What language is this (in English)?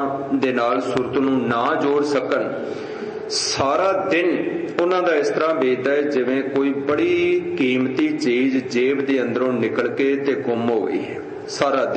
Punjabi